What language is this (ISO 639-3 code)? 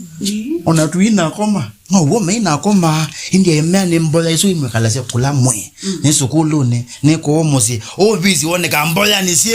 kam